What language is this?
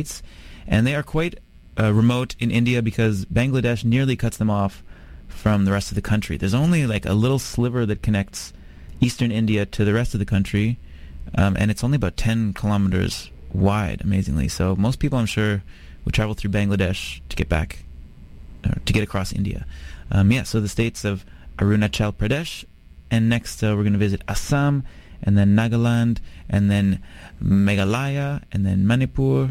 English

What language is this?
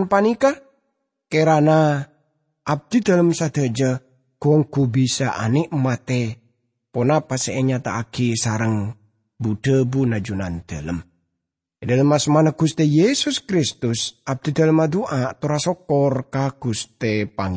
Madurese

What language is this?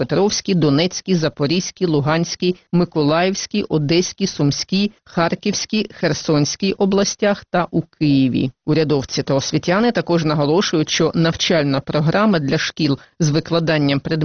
Ukrainian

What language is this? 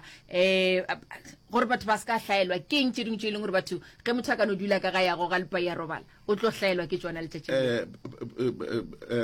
Northern Sotho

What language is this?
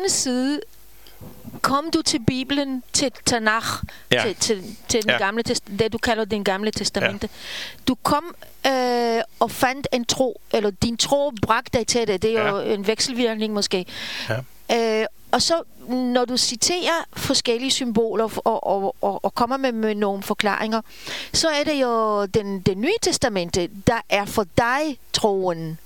Danish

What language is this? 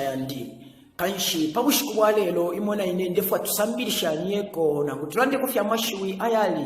Bemba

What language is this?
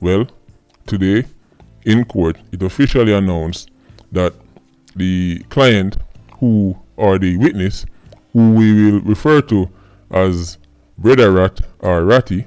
Jamaican Creole English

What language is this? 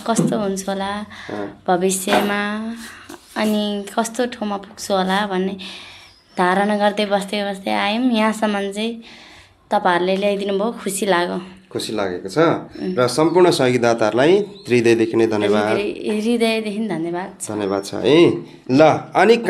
Nepali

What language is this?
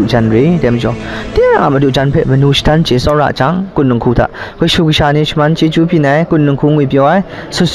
Kachin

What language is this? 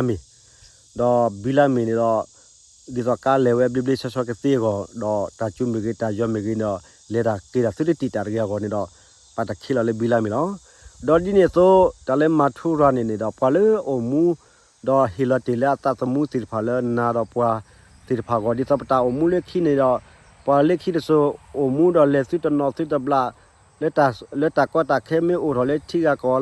S'gaw Karen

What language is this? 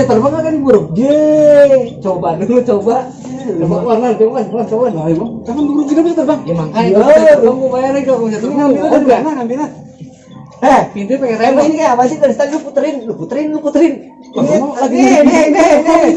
Betawi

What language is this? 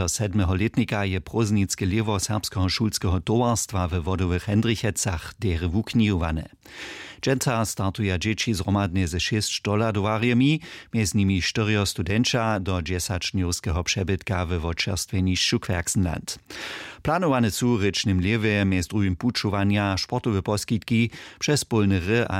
Upper Sorbian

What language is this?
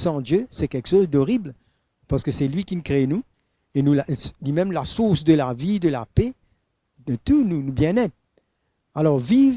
Morisyen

